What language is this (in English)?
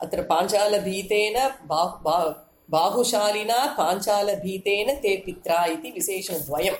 Sanskrit